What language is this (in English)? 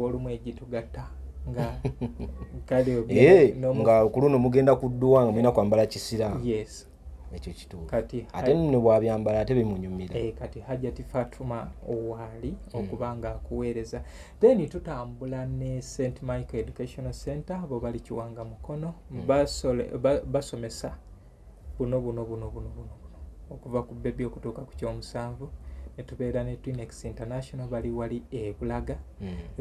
Ganda